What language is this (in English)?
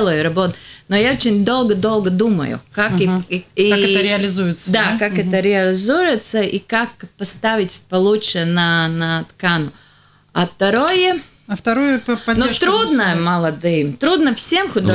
Russian